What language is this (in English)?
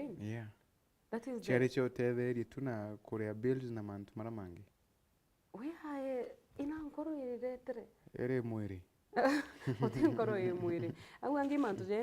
Meru